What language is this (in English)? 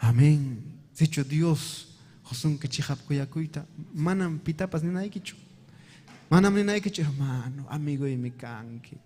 Ayacucho Quechua